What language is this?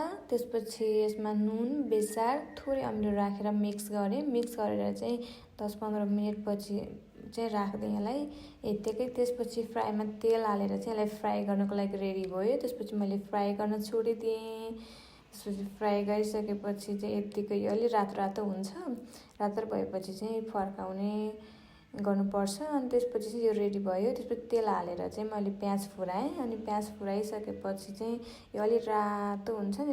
Nepali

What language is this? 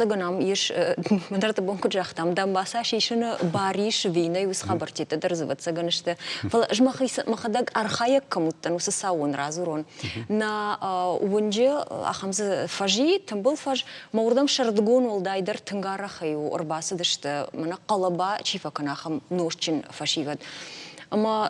Ossetic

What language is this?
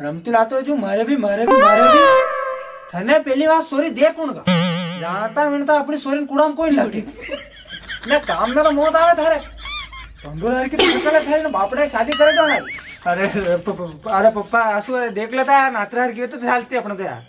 Rajasthani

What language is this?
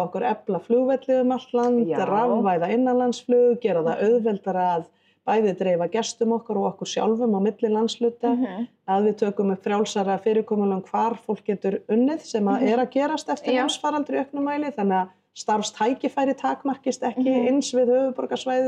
Icelandic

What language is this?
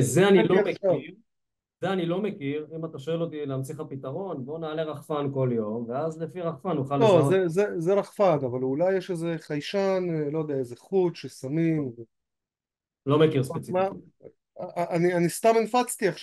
Hebrew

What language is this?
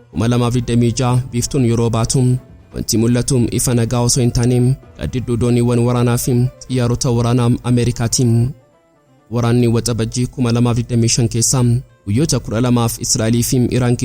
Oromo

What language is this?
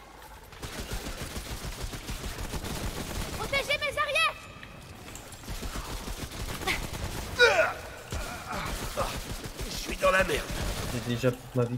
French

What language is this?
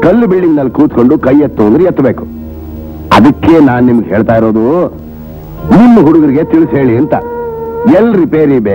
Kannada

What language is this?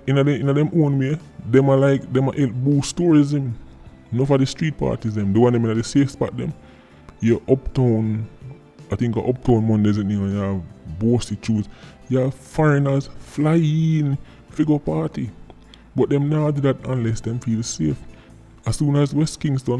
Jamaican Creole English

